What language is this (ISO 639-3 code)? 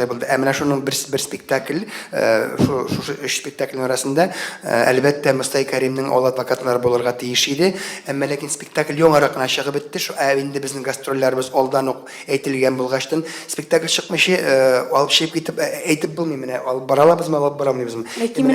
tat